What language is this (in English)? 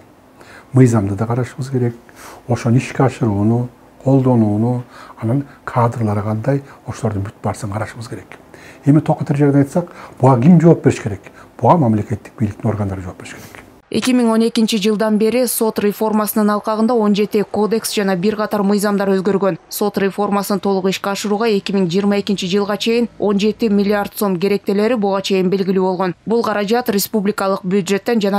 Kyrgyz